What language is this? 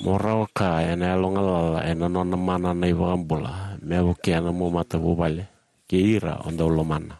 Fijian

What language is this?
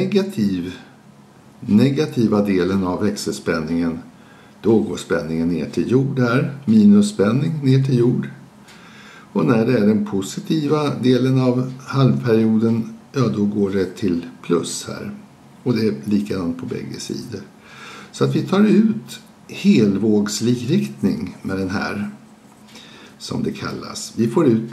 Swedish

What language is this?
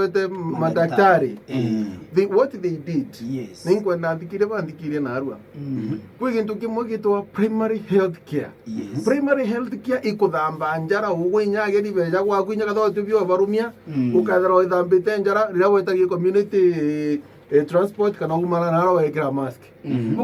Meru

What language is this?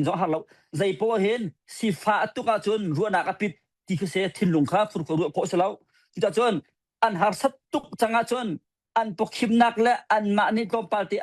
Hakha Chin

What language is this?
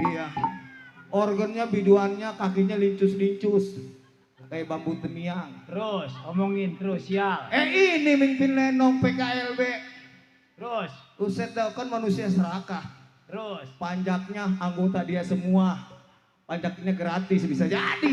Betawi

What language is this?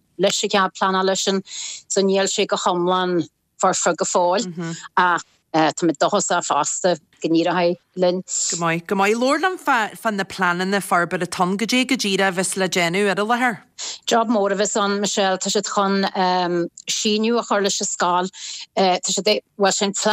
Irish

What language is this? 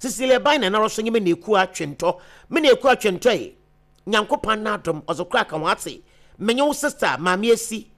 Akan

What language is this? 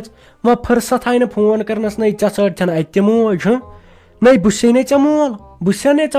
Kashmiri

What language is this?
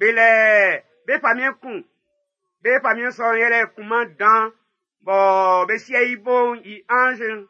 Baoulé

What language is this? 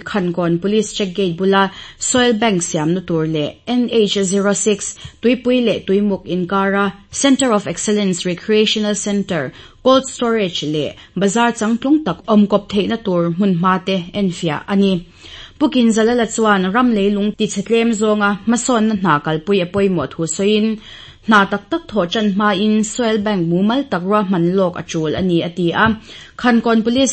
Mizo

